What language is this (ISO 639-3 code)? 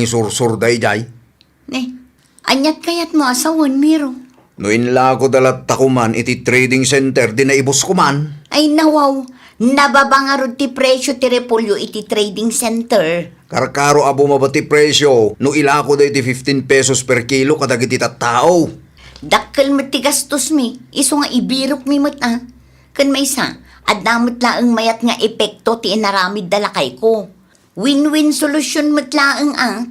ilo